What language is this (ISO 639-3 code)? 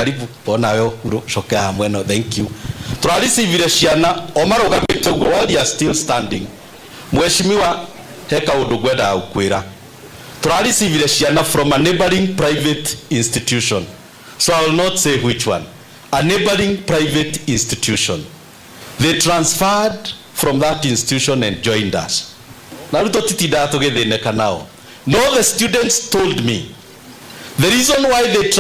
kik